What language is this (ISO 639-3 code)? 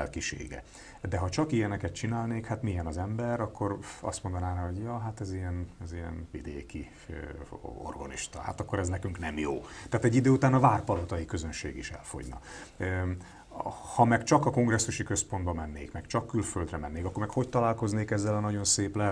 hun